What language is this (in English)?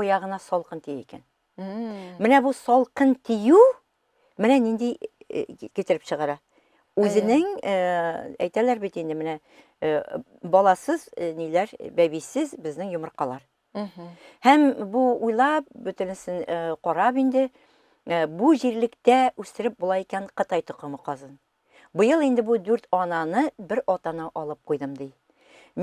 Tatar